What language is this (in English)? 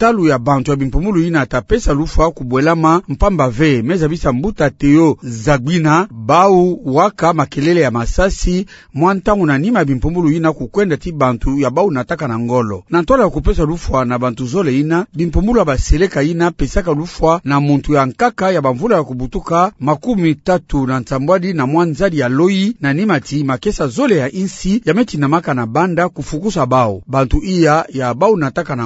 Kituba (Democratic Republic of Congo)